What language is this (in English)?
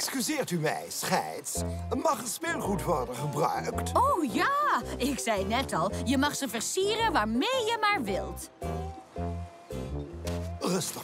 Dutch